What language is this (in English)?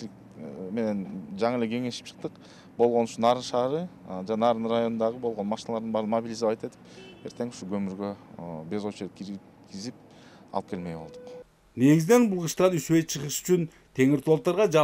Kyrgyz